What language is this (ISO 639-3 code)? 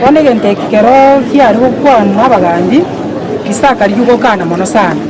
guz